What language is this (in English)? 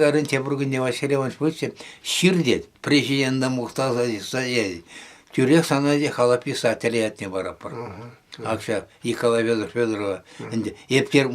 Chuvash